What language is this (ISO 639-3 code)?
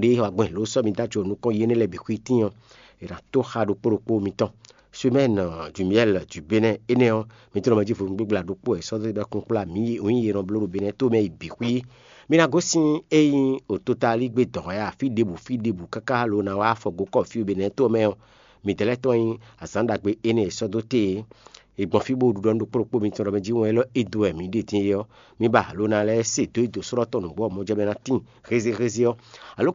fon